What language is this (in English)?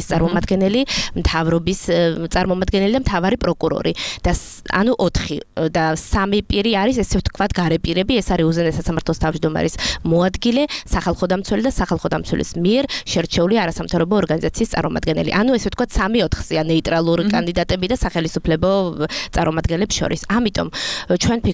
Georgian